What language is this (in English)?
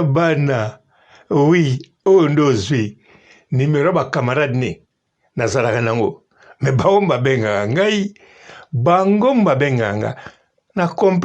Lingala